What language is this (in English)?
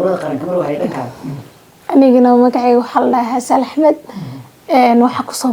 Somali